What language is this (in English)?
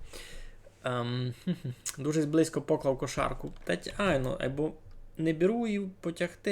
Rusyn